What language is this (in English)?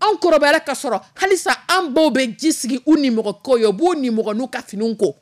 Dyula